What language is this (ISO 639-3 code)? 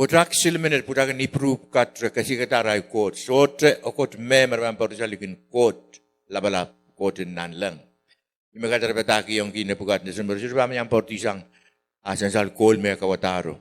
pon